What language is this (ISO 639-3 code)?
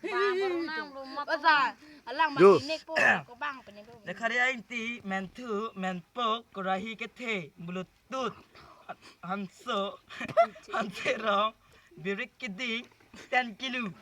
mjw